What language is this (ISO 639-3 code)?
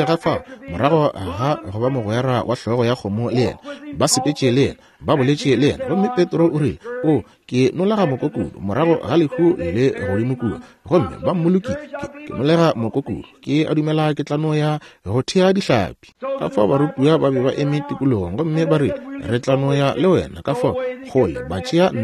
nso